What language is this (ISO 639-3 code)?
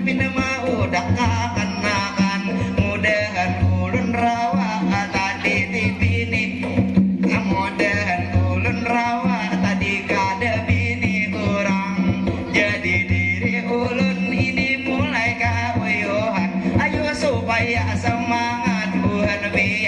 bjn